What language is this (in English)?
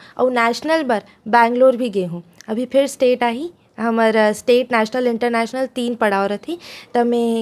Chhattisgarhi